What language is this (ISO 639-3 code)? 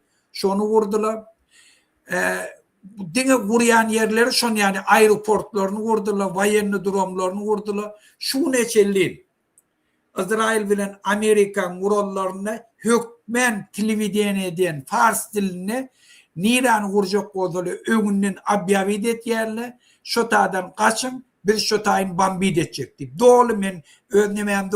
tuk